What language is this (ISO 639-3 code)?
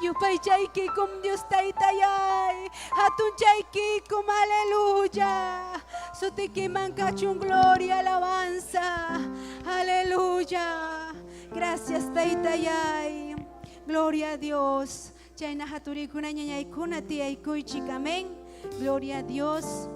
quy